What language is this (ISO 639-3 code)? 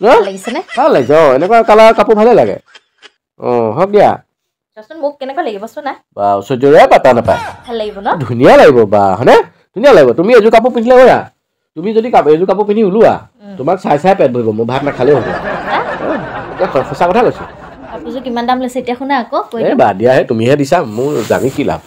asm